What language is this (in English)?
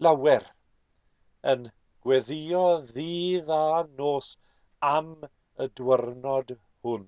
Welsh